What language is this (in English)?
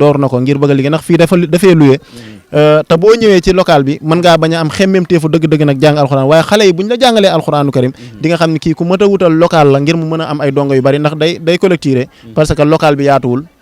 Wolof